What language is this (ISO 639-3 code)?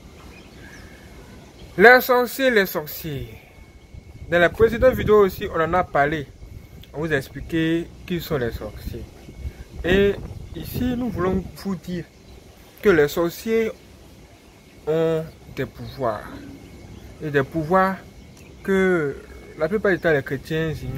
fra